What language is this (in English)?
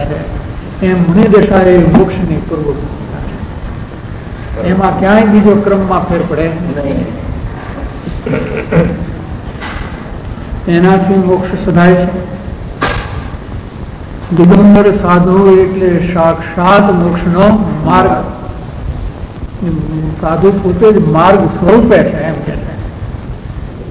Gujarati